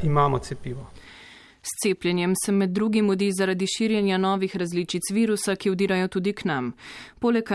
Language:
Slovenian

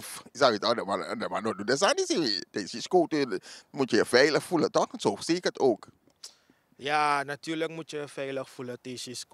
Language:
Sranan Tongo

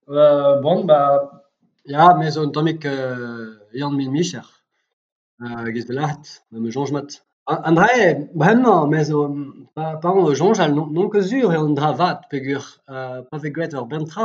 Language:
Breton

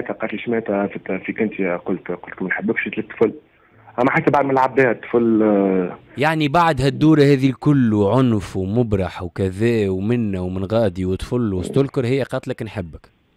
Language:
Tunisian Arabic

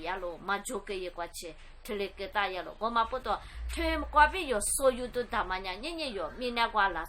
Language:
Lisu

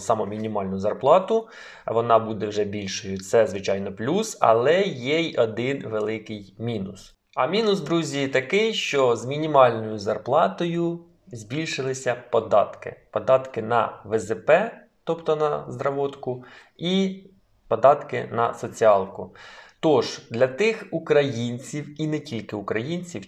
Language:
Ukrainian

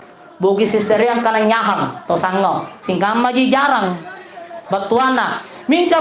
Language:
Makasar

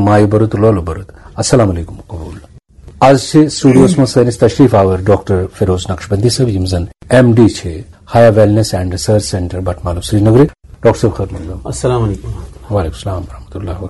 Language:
Kashmiri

